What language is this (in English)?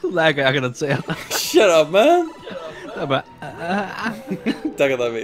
Faroese